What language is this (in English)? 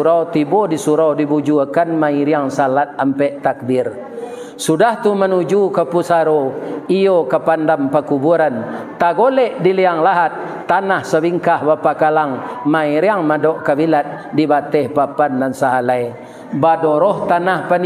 Minangkabau